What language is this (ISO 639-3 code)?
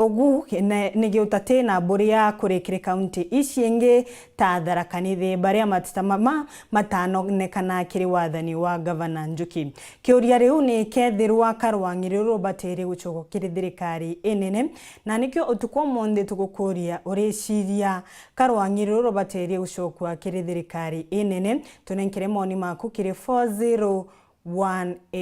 mer